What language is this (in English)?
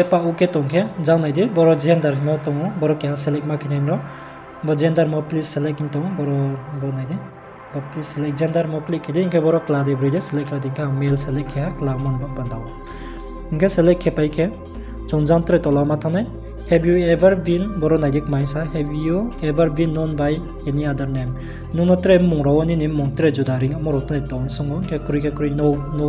Riang (India)